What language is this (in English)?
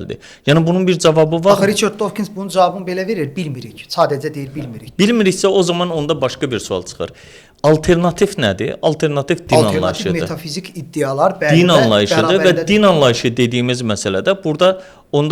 Azerbaijani